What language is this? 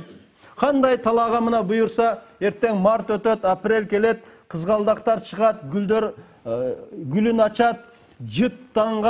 Kyrgyz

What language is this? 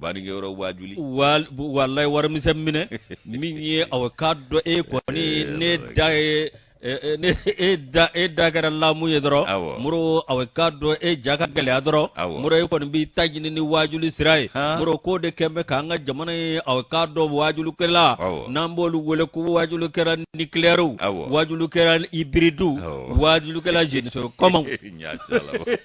Bambara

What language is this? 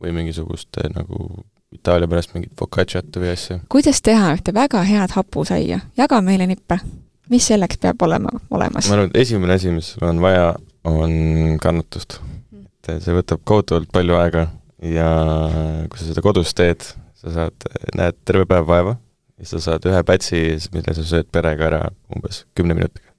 Estonian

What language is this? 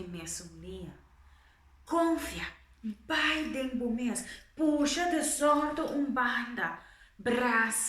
Papiamento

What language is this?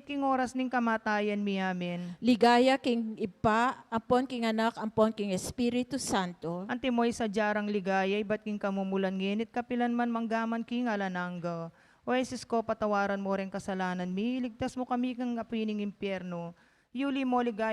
Pampanga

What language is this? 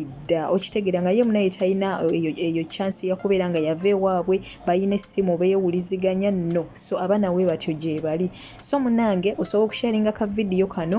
Ganda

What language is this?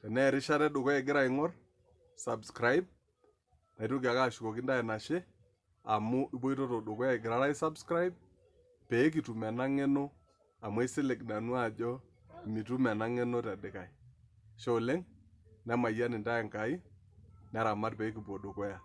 Masai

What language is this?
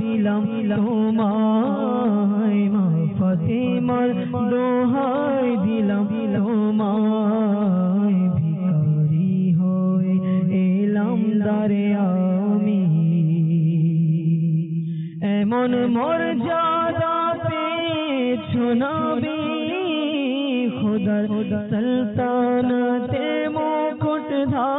Bangla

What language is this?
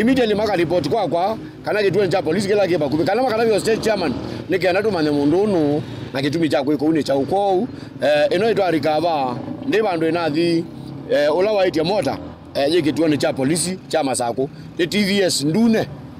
Kamba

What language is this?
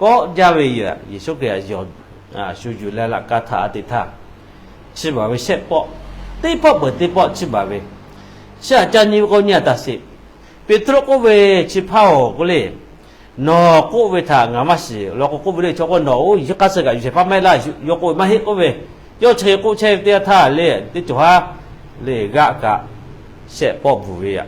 Lahu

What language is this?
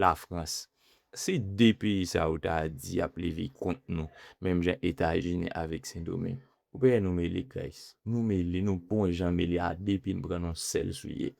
Haitian Creole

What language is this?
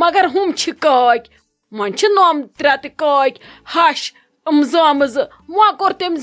Kashmiri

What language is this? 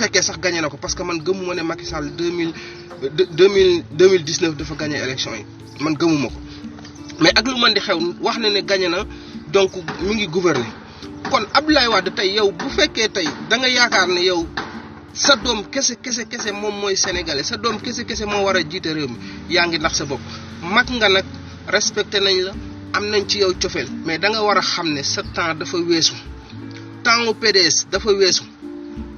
Wolof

